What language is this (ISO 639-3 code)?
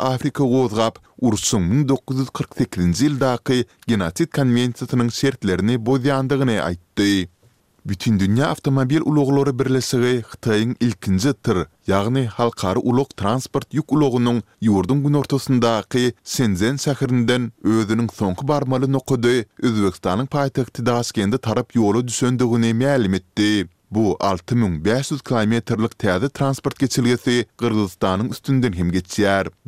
tuk